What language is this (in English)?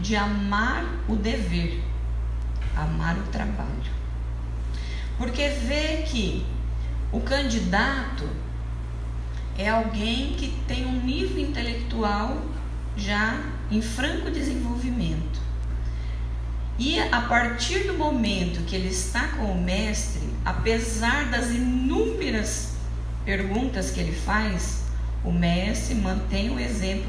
Portuguese